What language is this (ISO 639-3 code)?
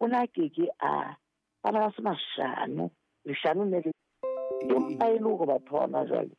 sot